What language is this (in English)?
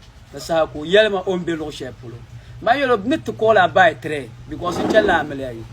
Dagbani